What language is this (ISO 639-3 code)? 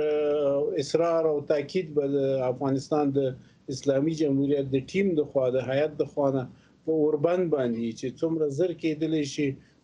pus